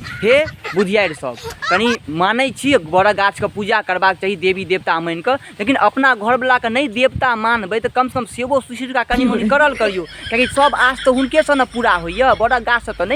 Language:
Maithili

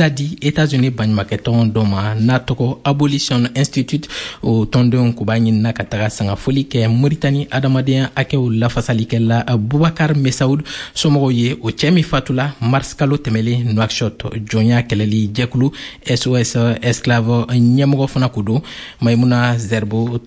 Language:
Bambara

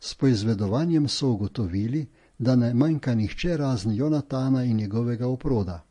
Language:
Slovenian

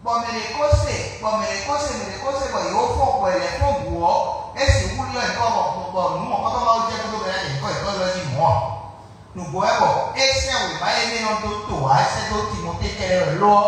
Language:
Fon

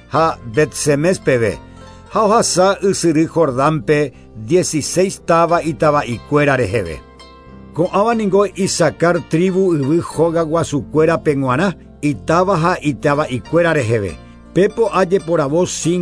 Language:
Guarani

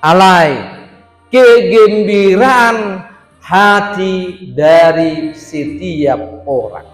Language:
Batak Toba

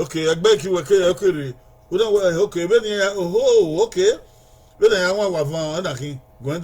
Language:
Bini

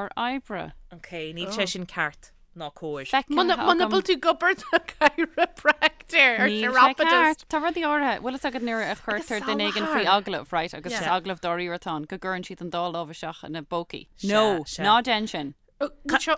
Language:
Irish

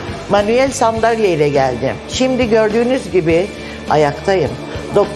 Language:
Turkish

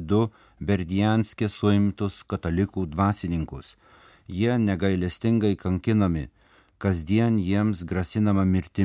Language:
Lithuanian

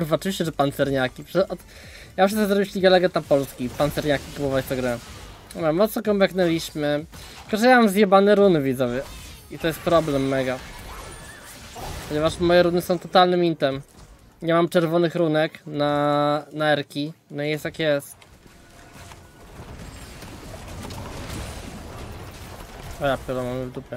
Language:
Polish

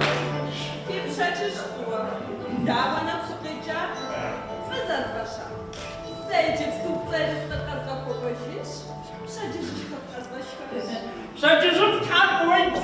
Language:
Kabardian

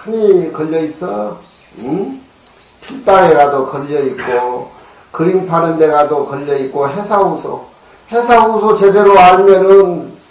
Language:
Korean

